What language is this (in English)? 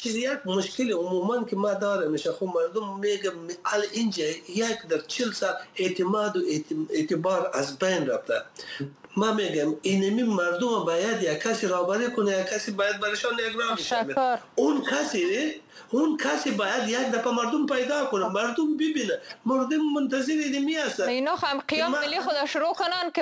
Persian